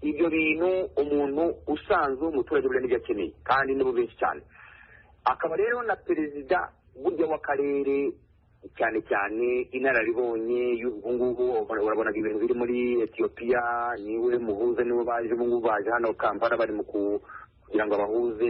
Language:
Kinyarwanda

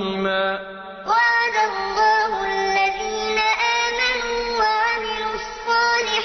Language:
Sango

